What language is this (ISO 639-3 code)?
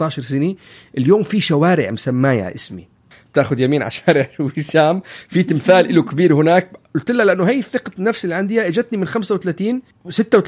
apc